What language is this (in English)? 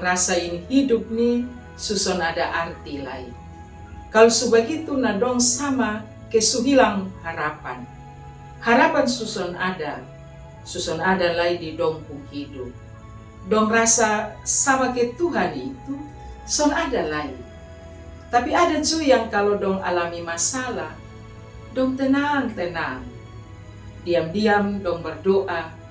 Kupang Malay